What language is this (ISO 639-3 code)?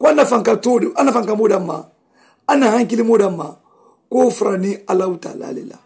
man